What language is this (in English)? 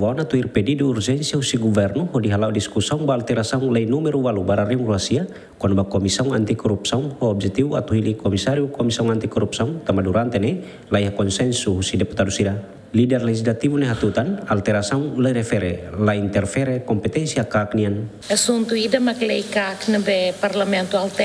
Tetum